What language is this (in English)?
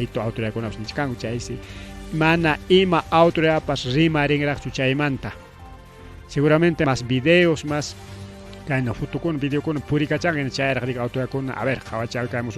Ayacucho Quechua